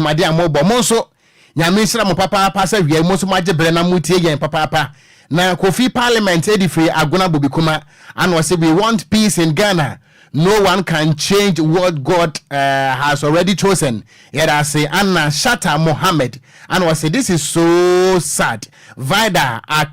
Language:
Akan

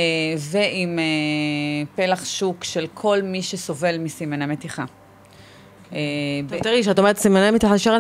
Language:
Hebrew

